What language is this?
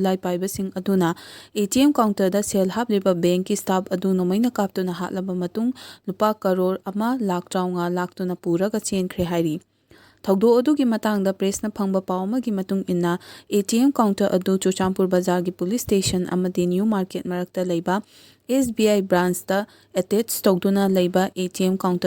Manipuri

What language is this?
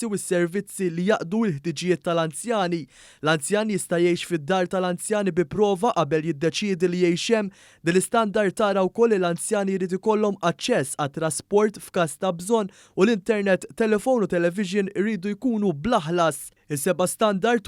Maltese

